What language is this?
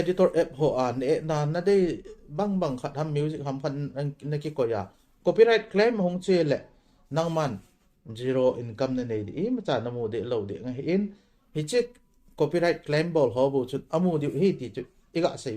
Thado Chin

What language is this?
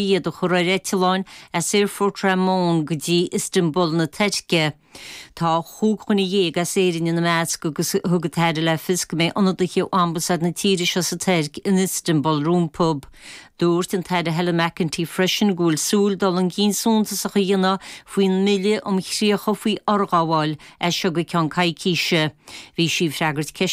Irish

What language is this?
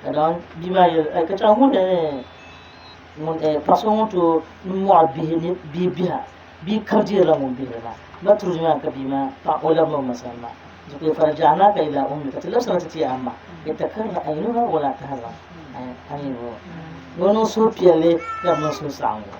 Dagbani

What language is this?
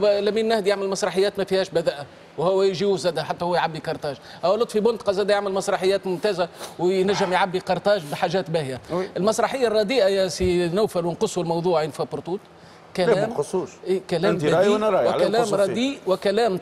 Tunisian Arabic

